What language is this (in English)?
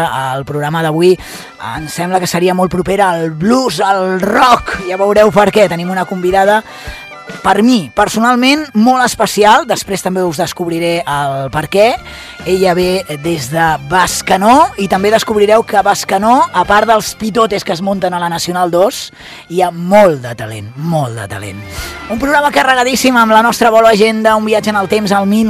Catalan